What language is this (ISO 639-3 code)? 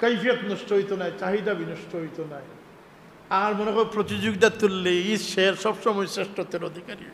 syl